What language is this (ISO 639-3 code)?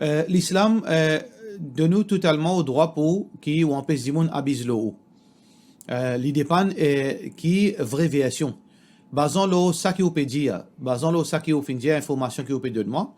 mfe